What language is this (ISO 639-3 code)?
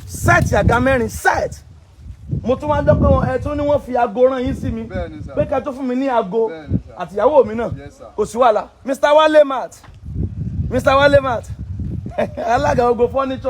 yor